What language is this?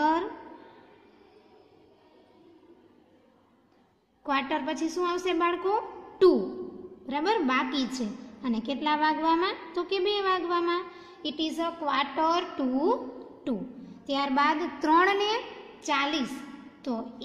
Gujarati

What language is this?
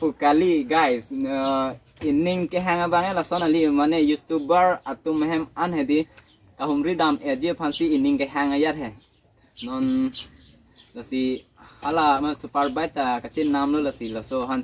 Karbi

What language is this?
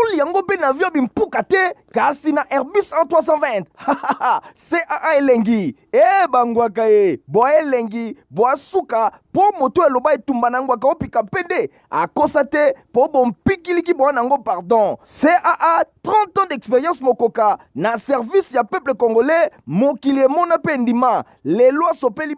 Lingala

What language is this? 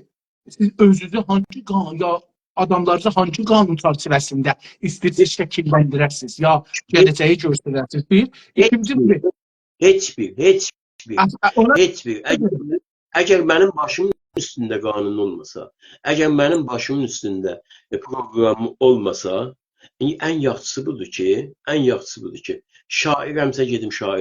South Azerbaijani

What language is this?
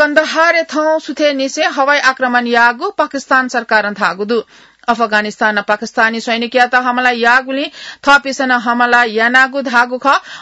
Newari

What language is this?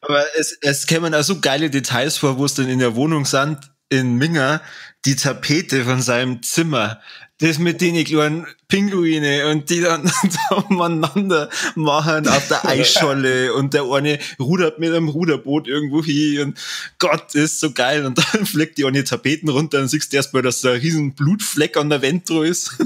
Bavarian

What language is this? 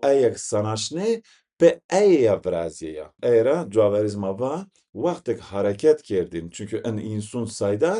Zaza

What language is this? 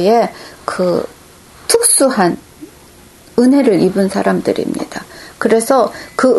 Korean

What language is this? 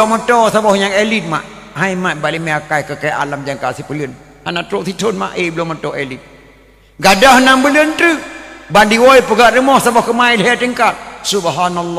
Achinese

